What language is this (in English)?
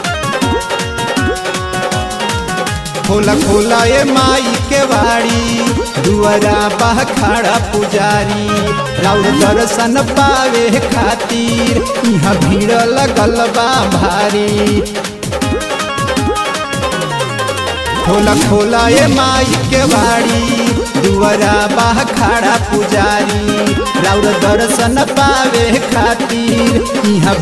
Bhojpuri